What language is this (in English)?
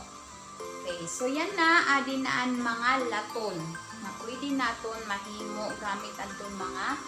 Waray